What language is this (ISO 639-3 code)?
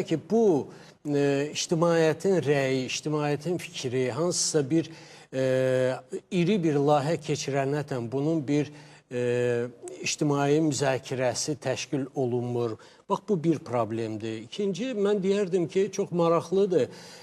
aze